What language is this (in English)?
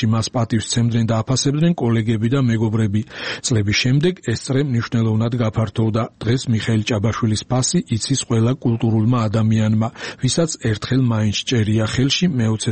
Georgian